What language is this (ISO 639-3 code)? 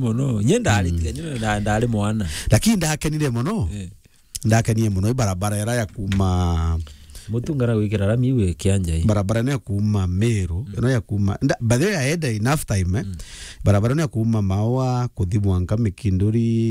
mer